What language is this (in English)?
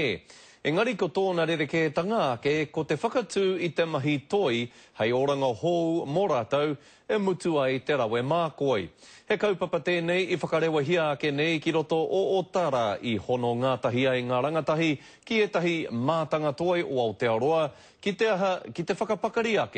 Māori